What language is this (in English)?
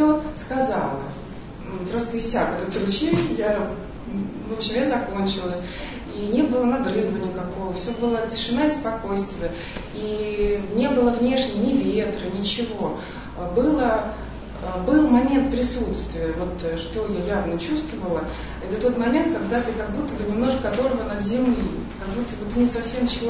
Russian